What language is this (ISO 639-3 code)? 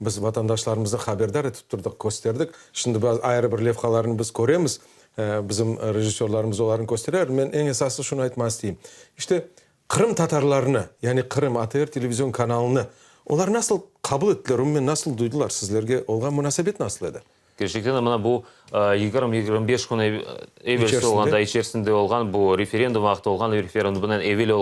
crh